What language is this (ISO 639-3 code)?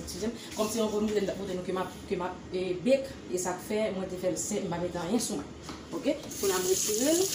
hat